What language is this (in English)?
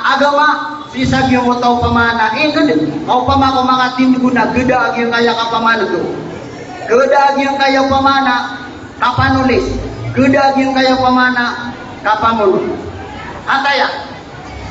Maranao